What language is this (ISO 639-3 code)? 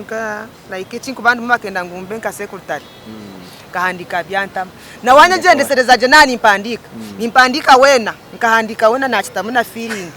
nyn